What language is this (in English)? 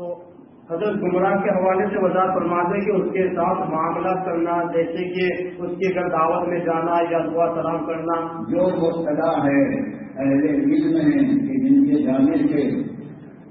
Urdu